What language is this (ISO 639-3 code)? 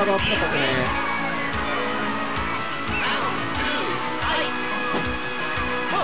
jpn